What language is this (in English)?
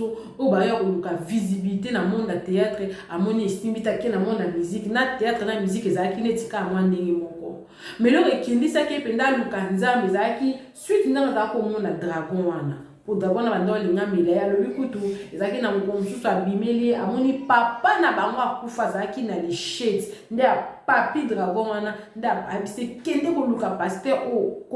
Lingala